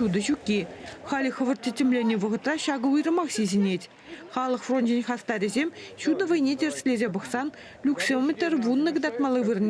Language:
Chuvash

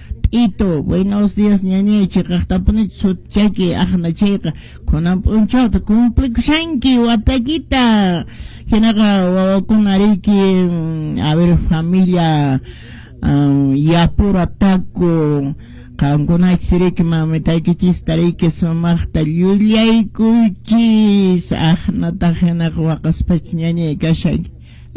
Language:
Quechua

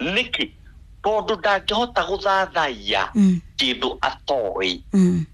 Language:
Kikuyu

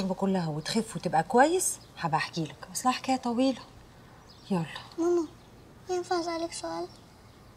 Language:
Egyptian Arabic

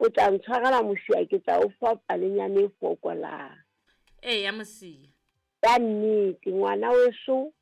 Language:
Southern Sotho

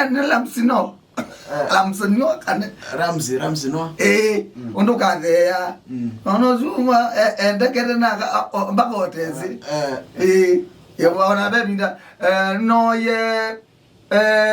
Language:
Kamba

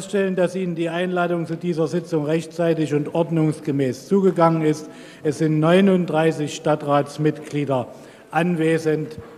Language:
German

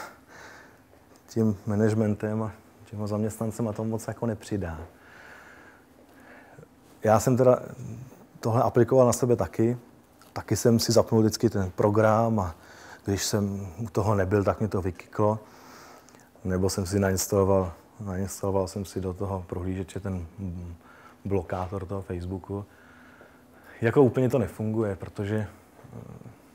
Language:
Czech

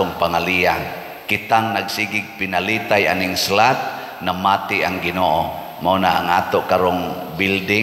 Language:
Cebuano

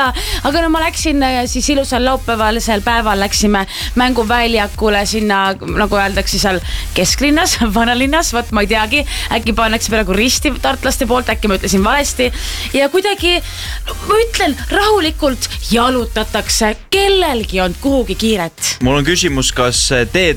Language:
Estonian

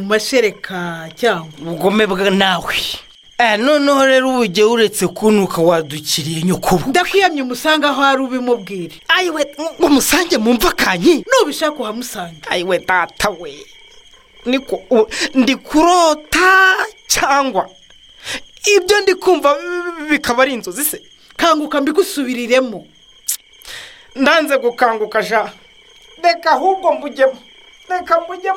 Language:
Kinyarwanda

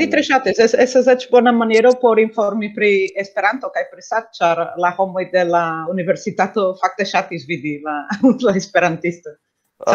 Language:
Esperanto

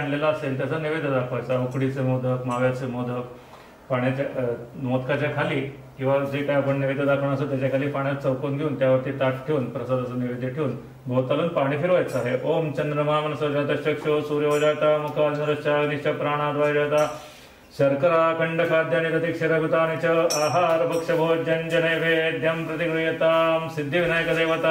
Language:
Marathi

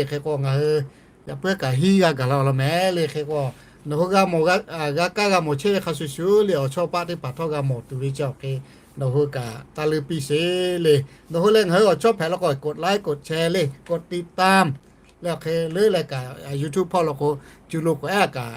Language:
Lahu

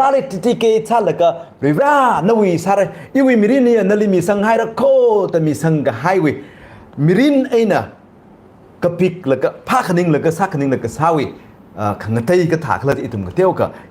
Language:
Tangkhul Naga (India)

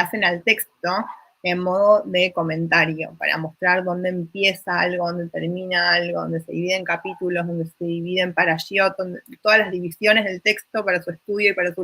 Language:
Ladino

